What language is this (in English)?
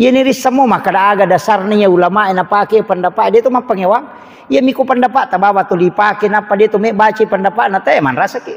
Buginese